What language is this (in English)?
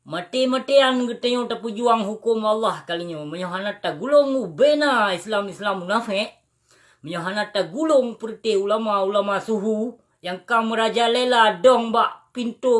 Achinese